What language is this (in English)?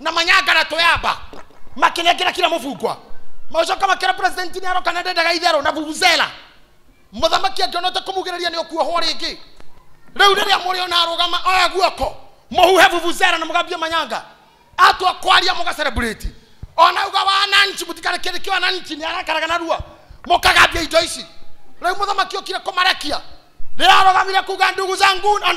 Kikuyu